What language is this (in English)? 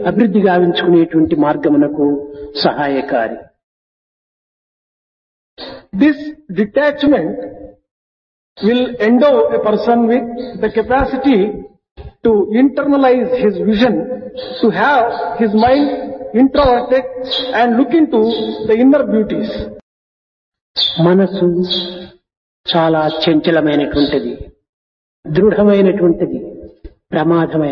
Telugu